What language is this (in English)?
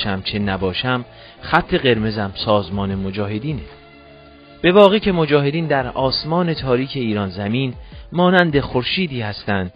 Persian